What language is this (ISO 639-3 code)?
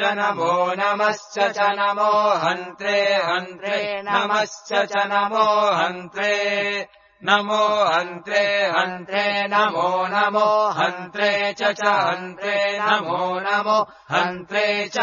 san